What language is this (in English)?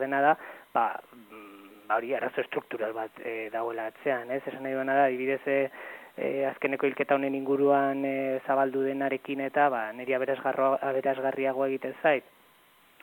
Basque